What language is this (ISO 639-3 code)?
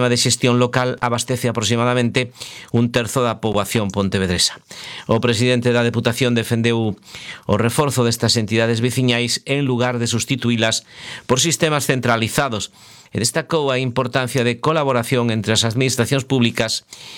glg